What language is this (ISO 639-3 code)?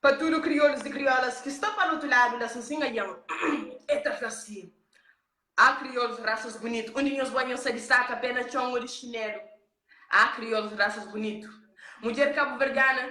kea